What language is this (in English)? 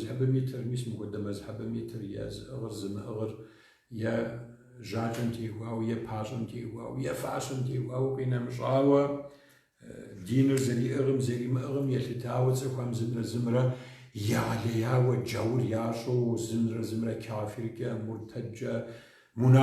Kabardian